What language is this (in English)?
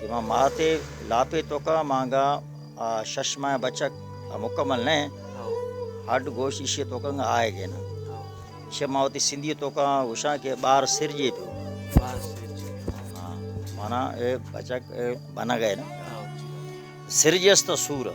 Baluchi